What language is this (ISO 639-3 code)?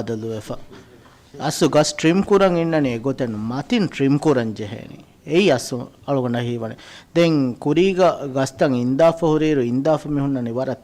div